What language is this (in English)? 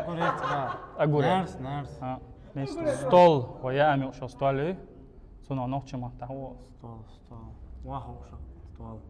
Chechen